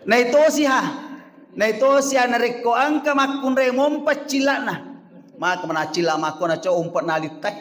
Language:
Buginese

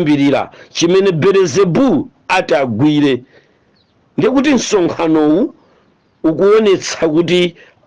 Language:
Nyanja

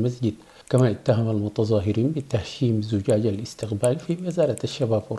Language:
Arabic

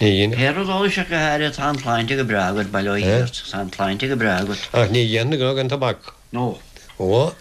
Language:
Irish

